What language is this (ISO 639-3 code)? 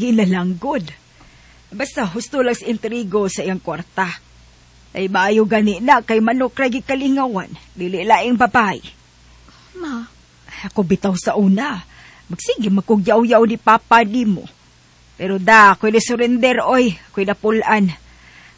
ceb